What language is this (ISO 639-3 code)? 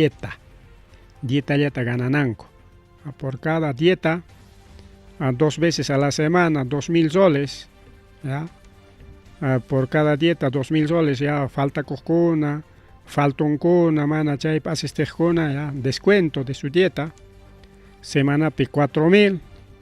quy